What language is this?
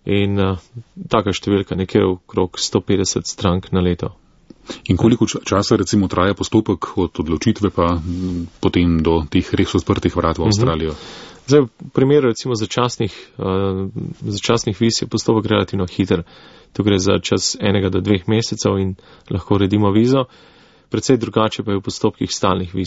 Slovenian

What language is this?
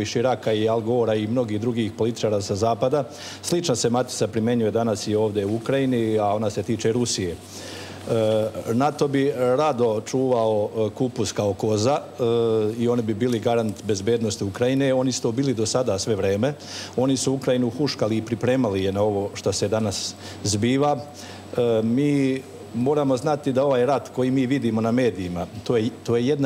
Serbian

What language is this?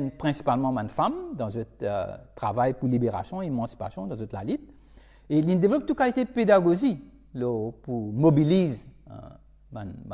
Morisyen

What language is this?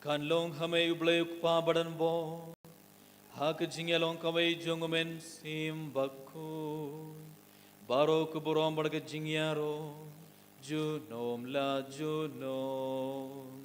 Khasi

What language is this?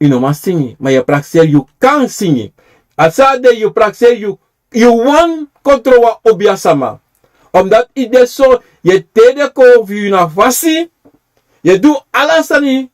Sranan Tongo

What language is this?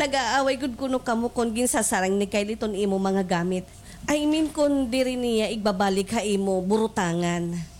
Waray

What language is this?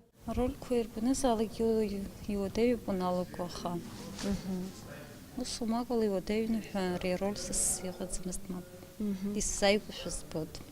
Abkhazian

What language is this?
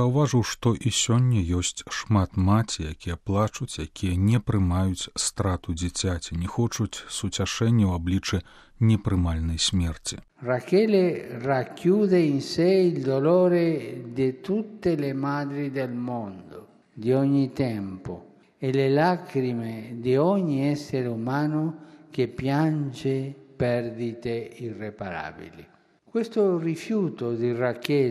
Belarusian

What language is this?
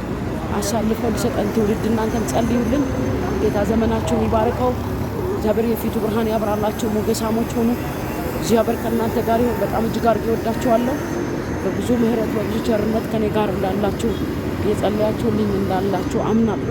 Amharic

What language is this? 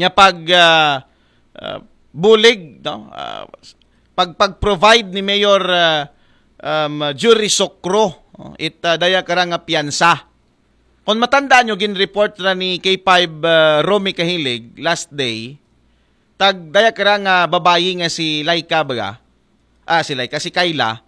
Aklanon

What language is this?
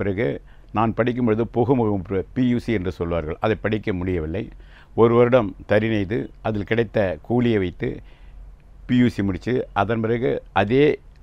Tamil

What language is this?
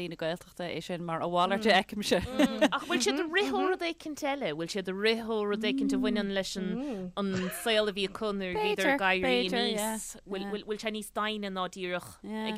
Irish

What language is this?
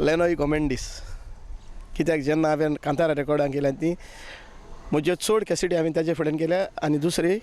Konkani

